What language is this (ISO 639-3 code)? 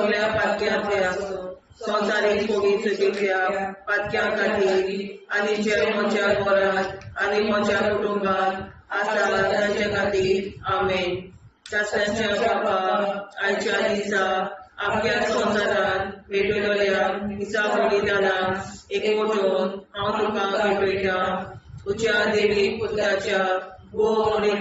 kok